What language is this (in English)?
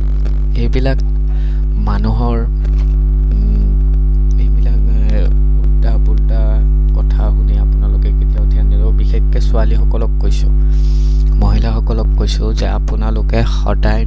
Assamese